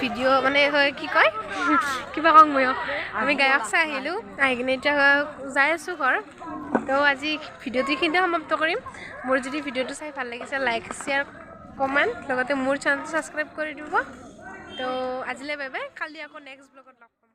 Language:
Assamese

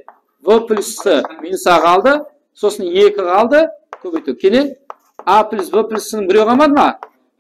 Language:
Kara-Kalpak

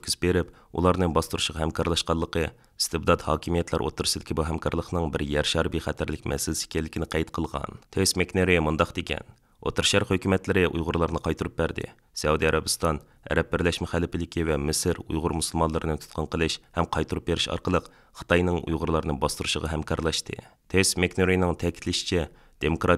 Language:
Uyghur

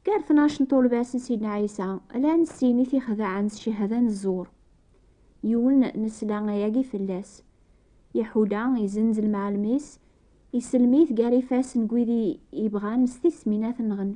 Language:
Kabyle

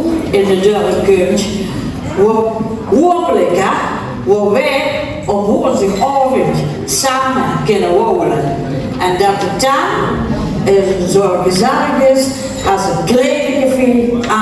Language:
Limburgish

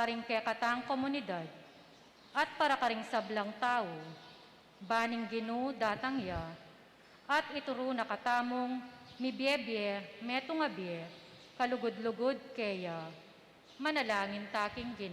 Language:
Pampanga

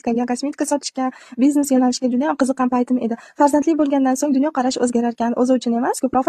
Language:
Uzbek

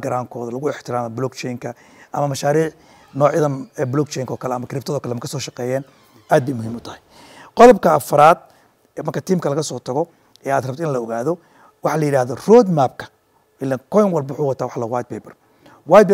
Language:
Somali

